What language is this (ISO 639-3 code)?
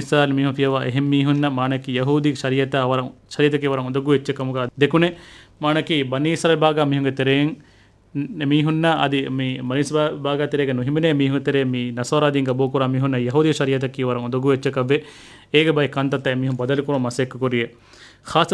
div